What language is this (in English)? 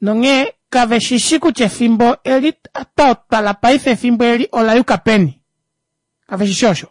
Kuanyama